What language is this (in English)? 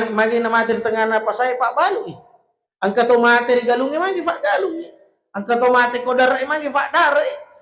Buginese